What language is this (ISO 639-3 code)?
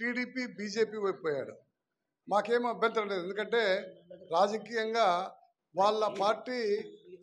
tel